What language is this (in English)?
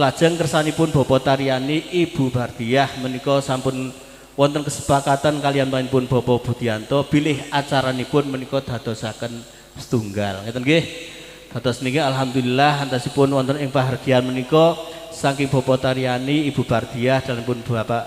Javanese